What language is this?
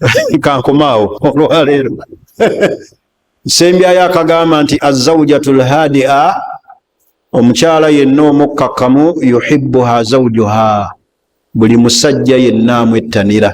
Ganda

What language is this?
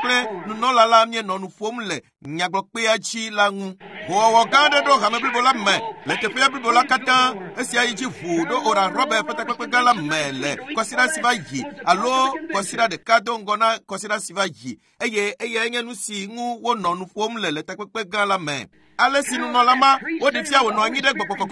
Ewe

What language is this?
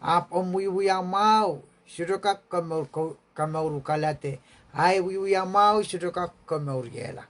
Pohnpeian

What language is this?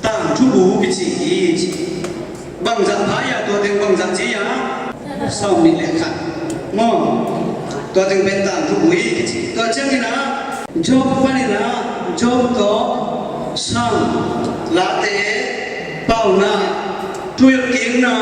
Tedim Chin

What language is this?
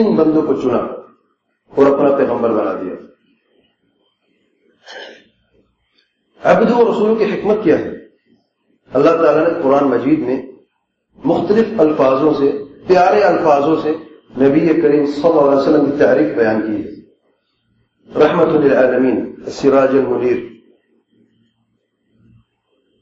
Urdu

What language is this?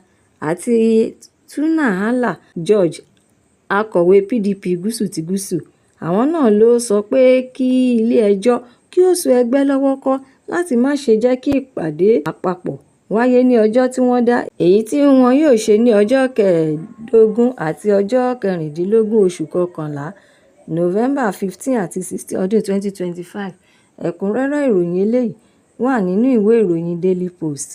Yoruba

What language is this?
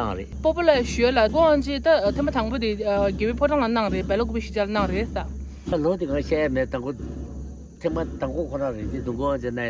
Tibetan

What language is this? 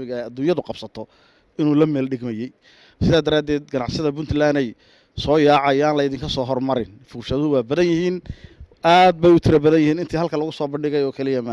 Somali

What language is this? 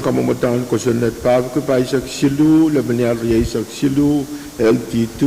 Pohnpeian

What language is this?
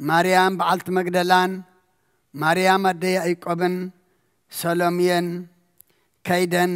Geez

